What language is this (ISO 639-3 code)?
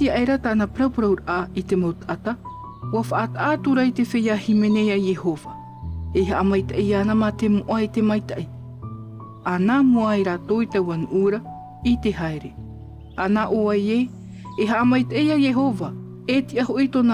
tah